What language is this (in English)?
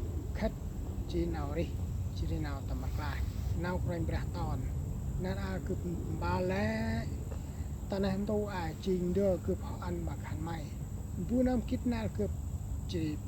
Central Mnong